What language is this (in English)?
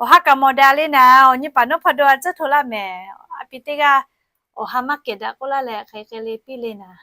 Lahu